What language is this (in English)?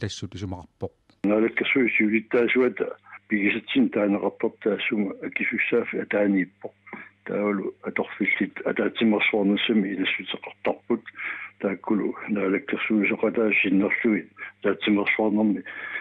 Kalaallisut